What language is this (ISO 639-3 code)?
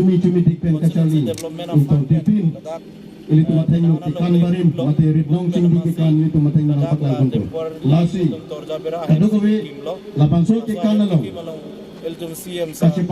mjw